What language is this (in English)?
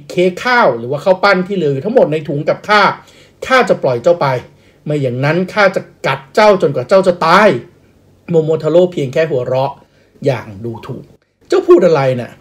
Thai